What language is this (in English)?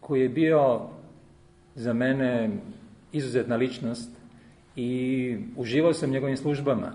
Serbian